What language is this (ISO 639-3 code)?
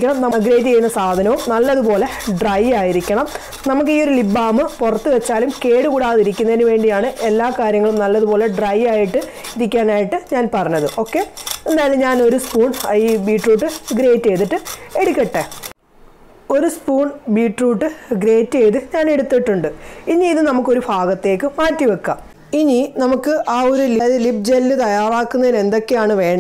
mal